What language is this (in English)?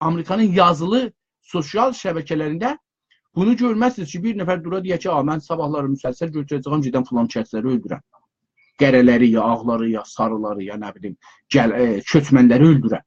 South Azerbaijani